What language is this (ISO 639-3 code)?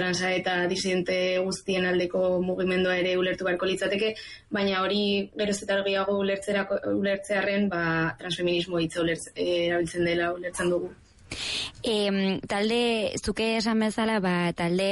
eus